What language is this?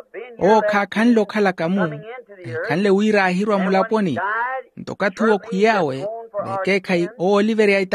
Makhuwa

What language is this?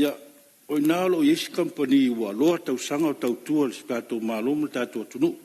Samoan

